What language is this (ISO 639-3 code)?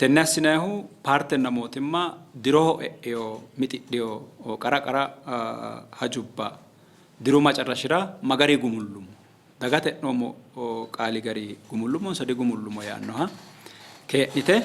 sid